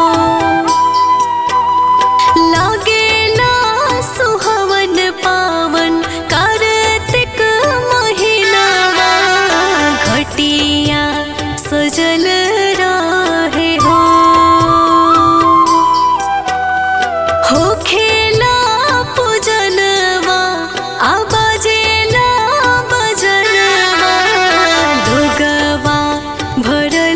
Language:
Bhojpuri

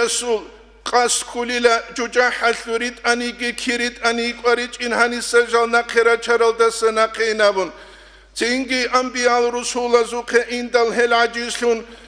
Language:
Avaric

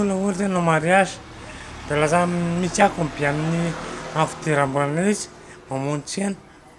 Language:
Malagasy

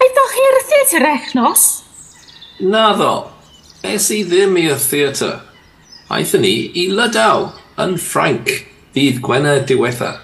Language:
Welsh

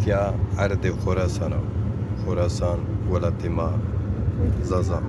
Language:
Zaza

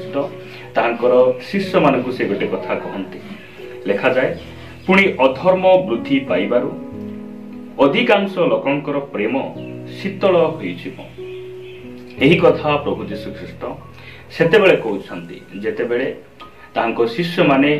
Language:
Odia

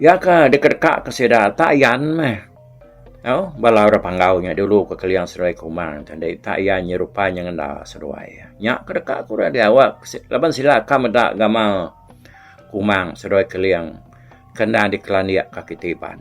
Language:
Iban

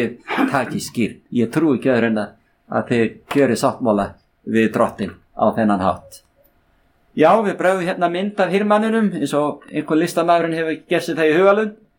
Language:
Icelandic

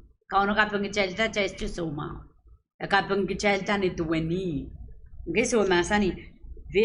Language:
Pohnpeian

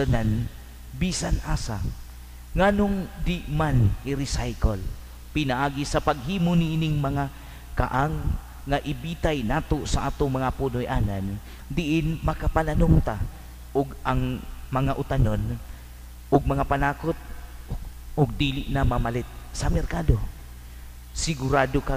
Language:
Cebuano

